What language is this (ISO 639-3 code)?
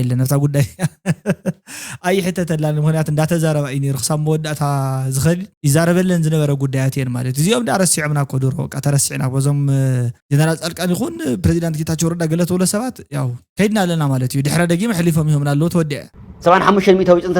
tir